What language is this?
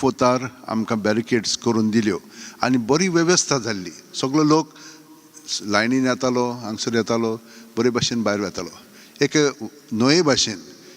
Konkani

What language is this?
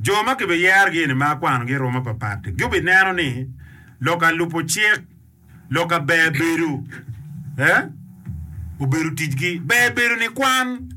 Acoli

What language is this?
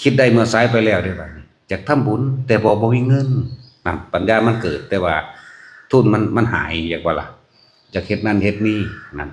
Northeastern Thai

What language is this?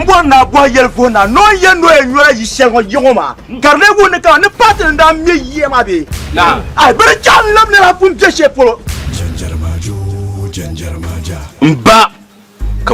Dagbani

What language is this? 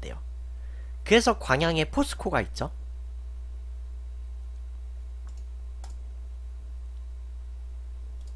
Korean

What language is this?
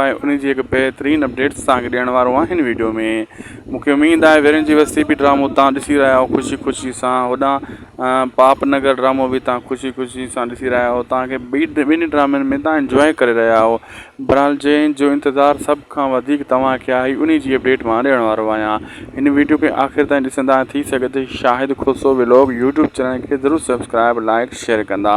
Sindhi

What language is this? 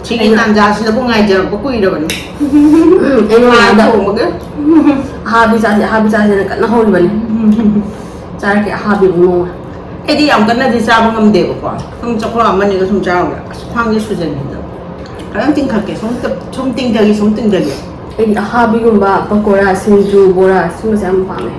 Manipuri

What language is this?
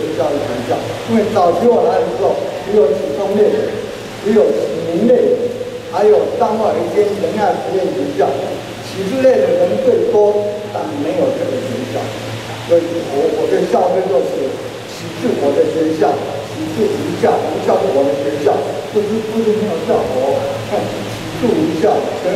Chinese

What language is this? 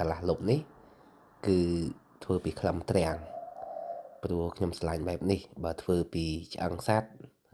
Khmer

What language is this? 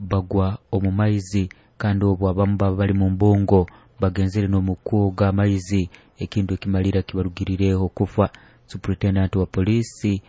Nyoro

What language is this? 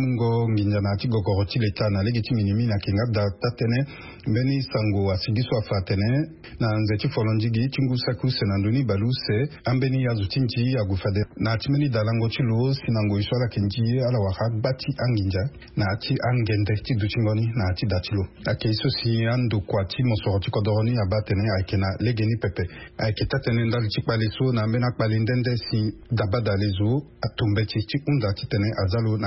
Sango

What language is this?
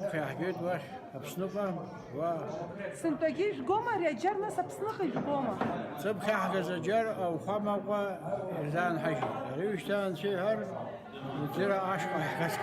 Abkhazian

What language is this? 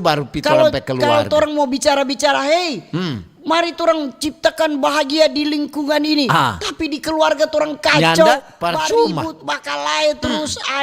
Manado Malay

